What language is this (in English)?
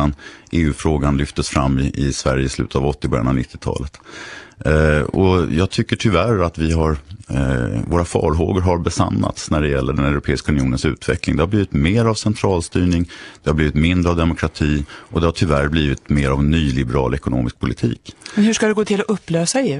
Swedish